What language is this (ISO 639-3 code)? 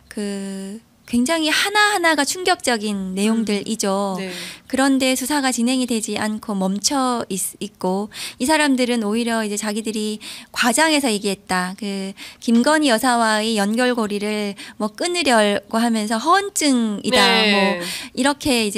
kor